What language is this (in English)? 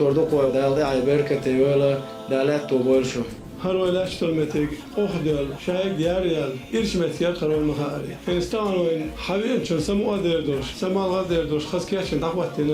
Chechen